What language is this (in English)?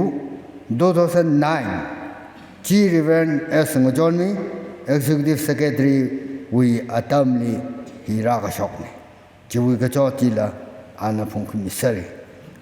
Tangkhul Naga (India)